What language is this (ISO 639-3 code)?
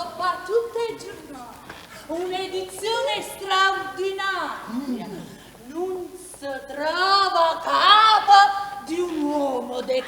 nap